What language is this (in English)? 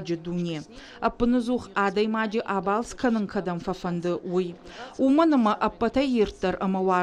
Ossetic